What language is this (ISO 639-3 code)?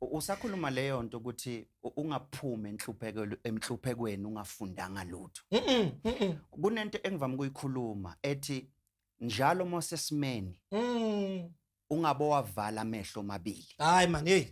zul